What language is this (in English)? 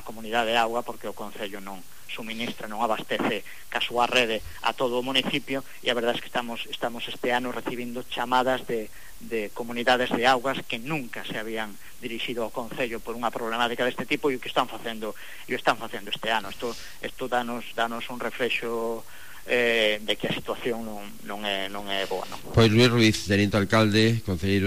Galician